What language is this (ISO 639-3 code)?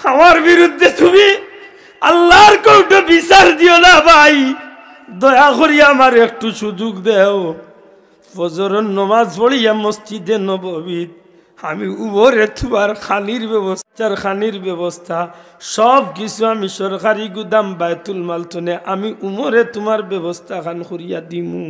syl